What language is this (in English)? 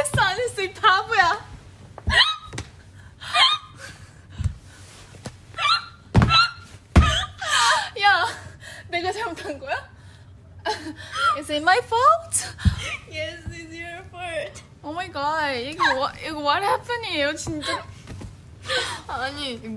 Korean